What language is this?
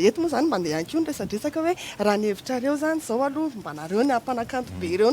Malagasy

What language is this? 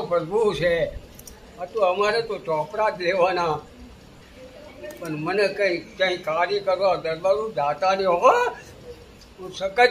Gujarati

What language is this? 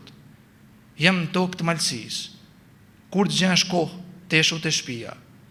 Albanian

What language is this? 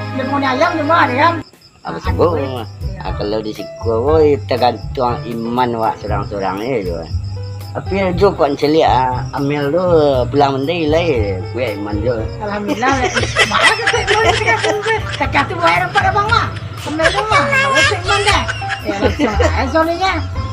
Minangkabau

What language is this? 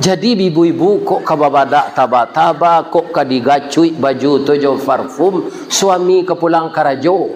Minangkabau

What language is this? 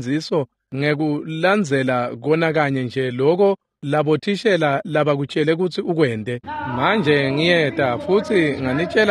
Swati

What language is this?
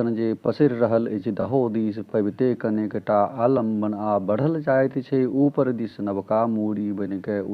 Maithili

